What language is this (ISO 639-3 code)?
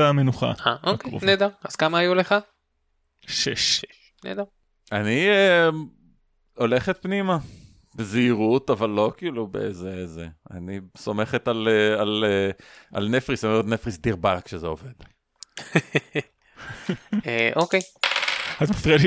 heb